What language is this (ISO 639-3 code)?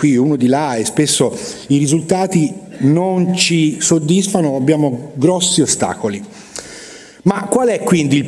ita